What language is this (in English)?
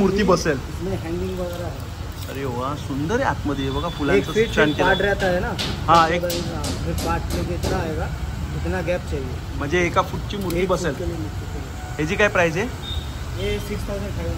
Marathi